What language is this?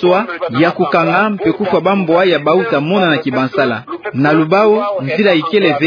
Kituba (Democratic Republic of Congo)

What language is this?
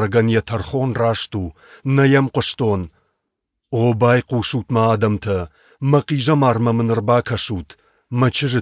Ossetic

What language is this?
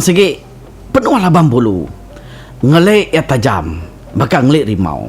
Iban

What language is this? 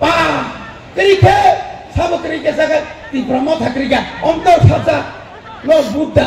Kok Borok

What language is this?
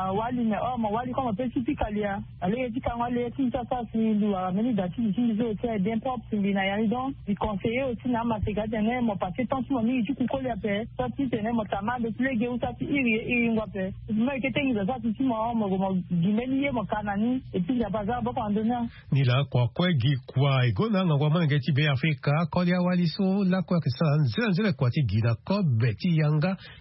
Sango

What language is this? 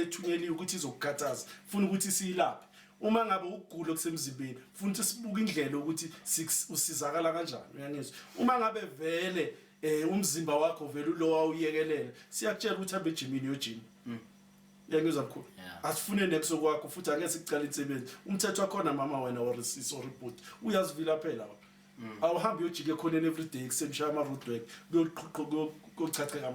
Zulu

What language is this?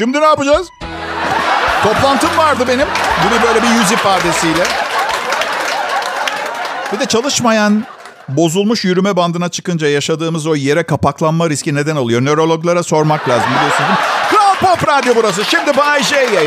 Turkish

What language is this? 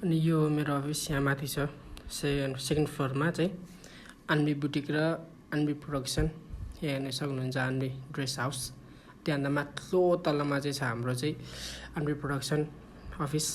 Nepali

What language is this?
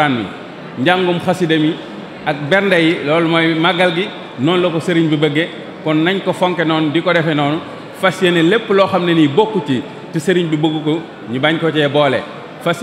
Wolof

